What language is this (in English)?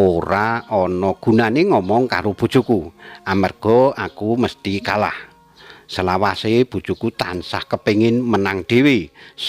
Javanese